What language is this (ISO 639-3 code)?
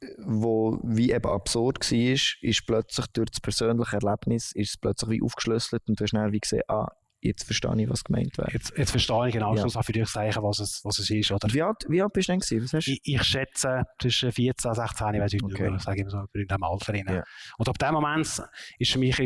gsw